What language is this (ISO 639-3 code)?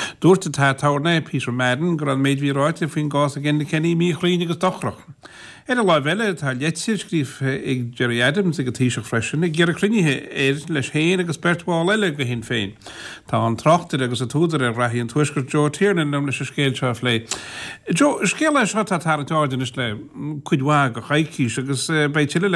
gle